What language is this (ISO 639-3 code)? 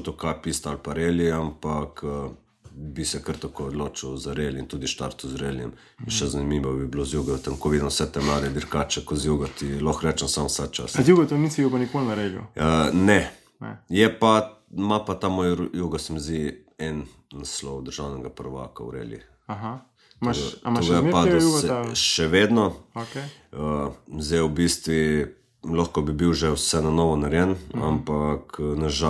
slv